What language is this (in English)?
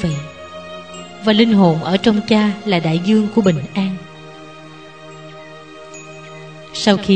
Vietnamese